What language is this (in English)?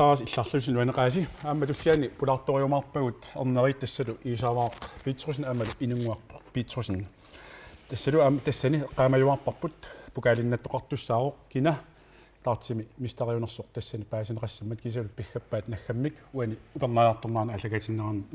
Kalaallisut